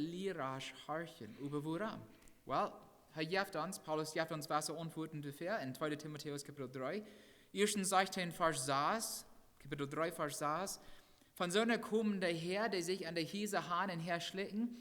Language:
Plautdietsch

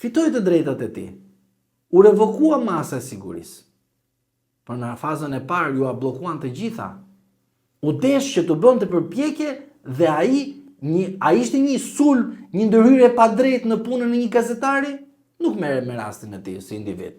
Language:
Albanian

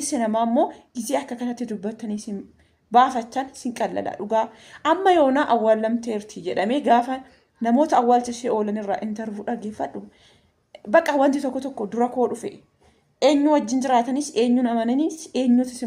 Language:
Oromo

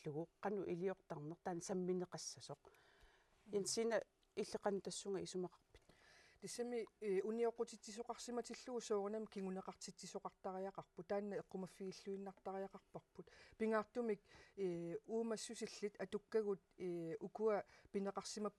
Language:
Kalaallisut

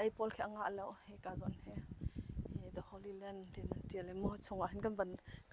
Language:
Hakha Chin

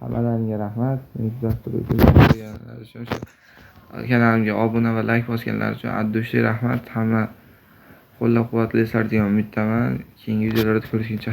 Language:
Uzbek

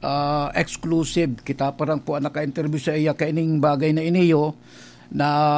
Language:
Bikol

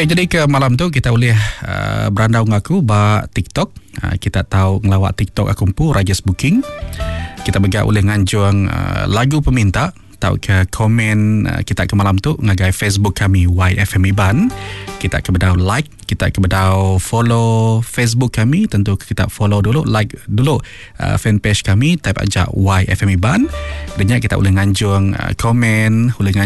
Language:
Iban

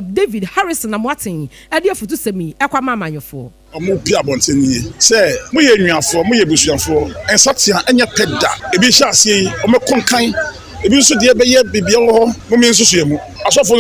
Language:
Akan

